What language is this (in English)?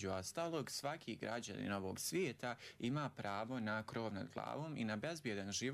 Bosnian